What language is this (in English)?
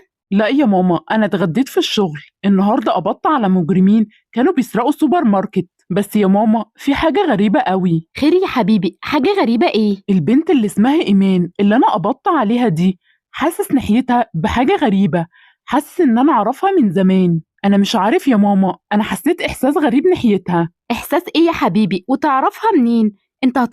Egyptian Arabic